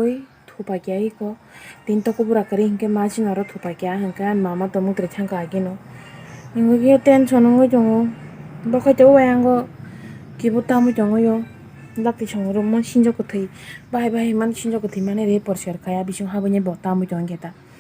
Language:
Kok Borok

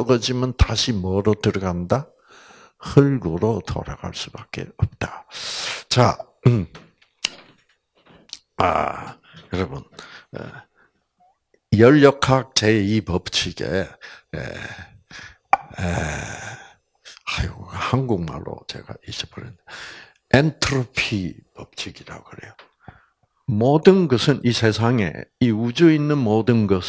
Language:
Korean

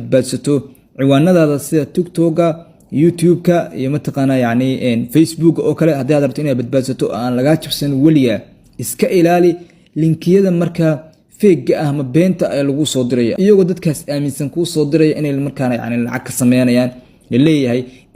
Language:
Somali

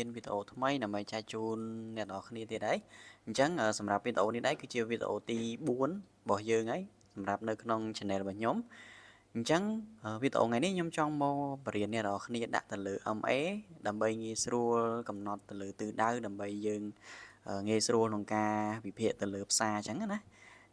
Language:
Khmer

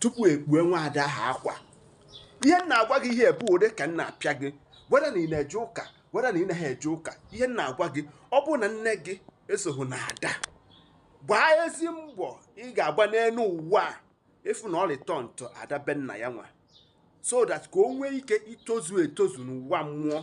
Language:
Igbo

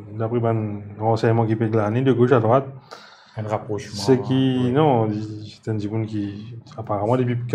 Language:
Morisyen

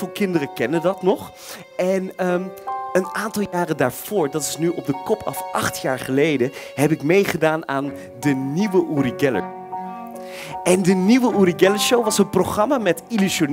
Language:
Dutch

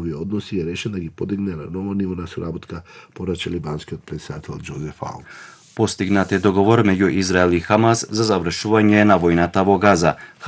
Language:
Macedonian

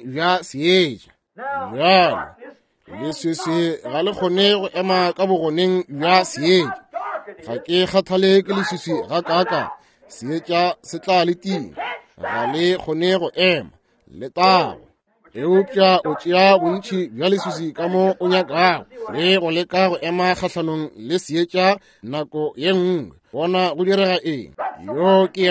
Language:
Northern Sotho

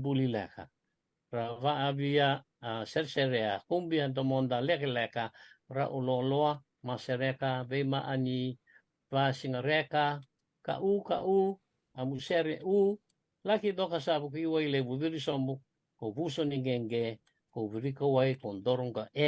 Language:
Fijian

